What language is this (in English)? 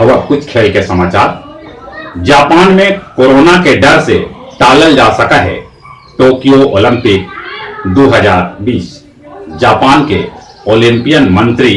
Magahi